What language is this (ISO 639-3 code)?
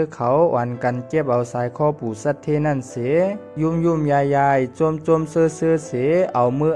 shn